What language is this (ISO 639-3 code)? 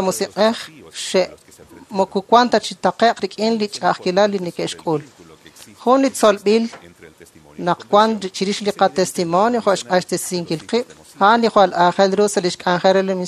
kek